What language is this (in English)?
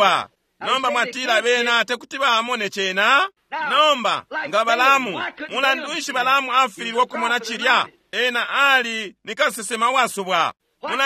Bemba